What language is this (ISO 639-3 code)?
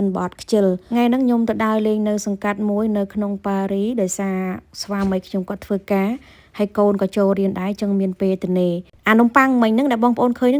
khm